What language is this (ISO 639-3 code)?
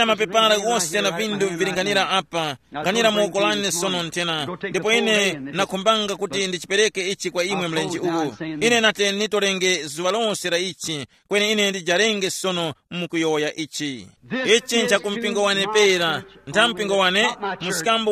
tum